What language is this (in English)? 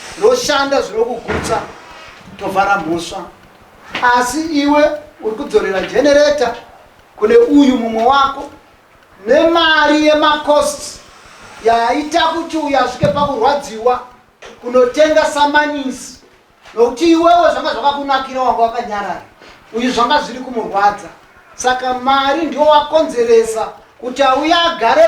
Shona